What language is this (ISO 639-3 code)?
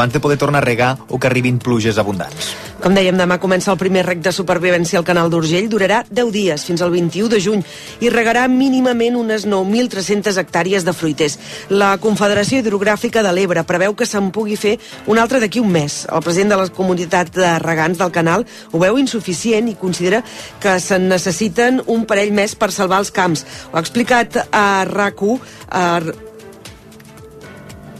cat